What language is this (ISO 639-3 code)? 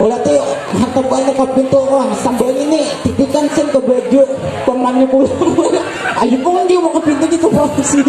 bjn